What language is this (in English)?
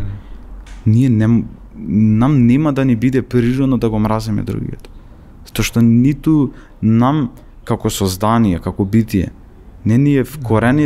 Macedonian